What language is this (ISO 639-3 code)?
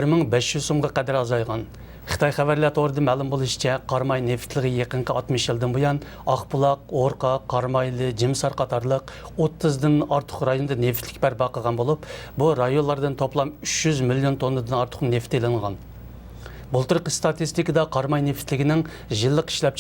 uig